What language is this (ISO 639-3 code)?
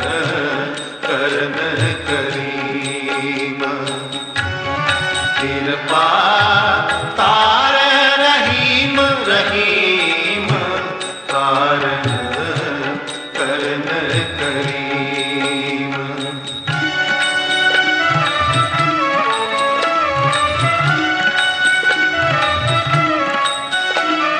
pan